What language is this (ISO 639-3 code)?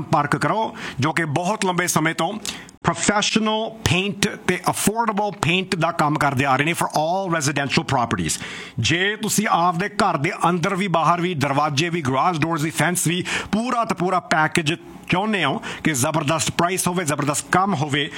pan